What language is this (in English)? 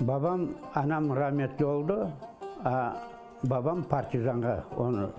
Crimean Tatar